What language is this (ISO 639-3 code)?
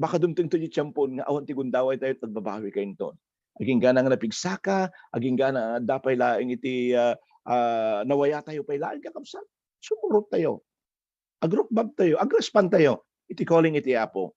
ilo